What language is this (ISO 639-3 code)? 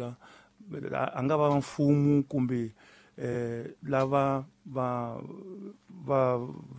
tso